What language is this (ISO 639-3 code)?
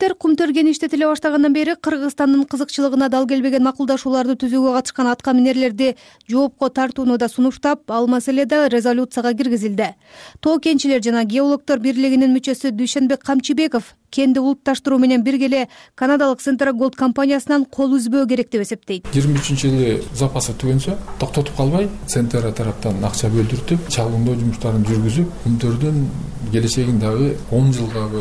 kir